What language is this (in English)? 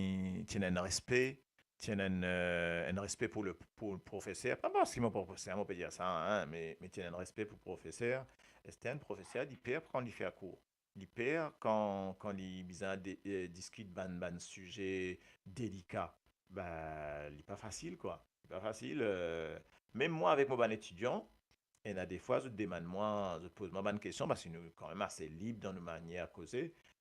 Morisyen